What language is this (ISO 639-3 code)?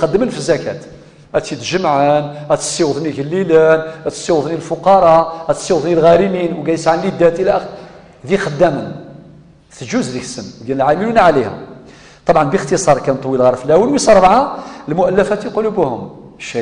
kab